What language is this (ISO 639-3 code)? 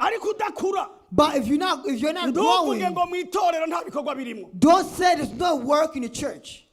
run